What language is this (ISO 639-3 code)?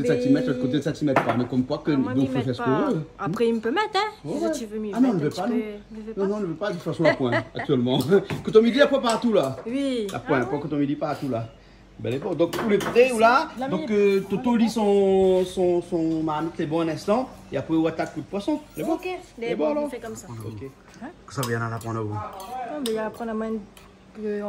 rcf